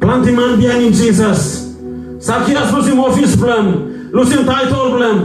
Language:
Tok Pisin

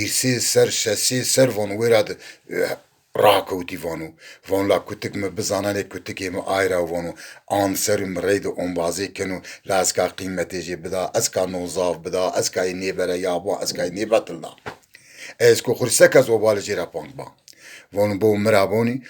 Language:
Zaza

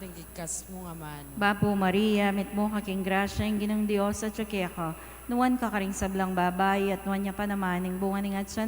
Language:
Pampanga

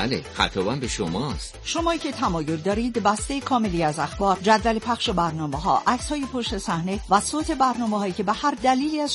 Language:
Persian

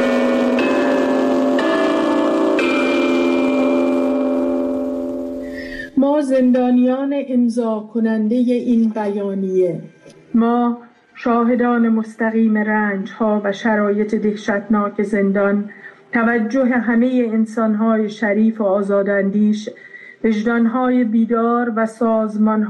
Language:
Persian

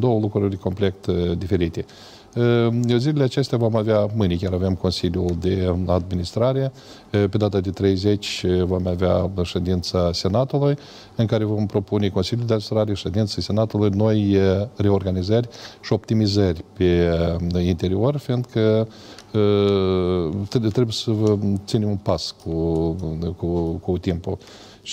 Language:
Romanian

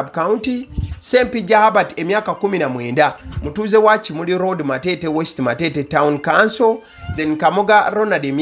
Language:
Ganda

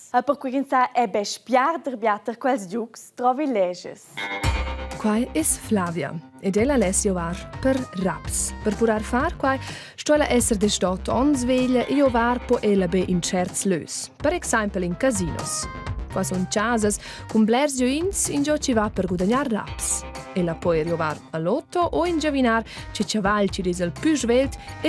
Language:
Romansh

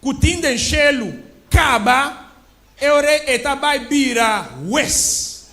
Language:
Papiamento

